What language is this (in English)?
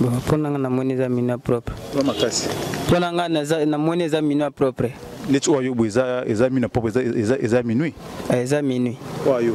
Lingala